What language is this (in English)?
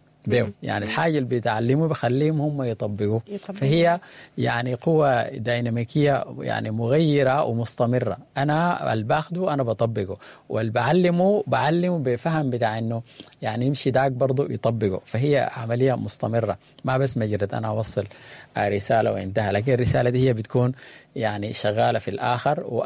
Sudanese Arabic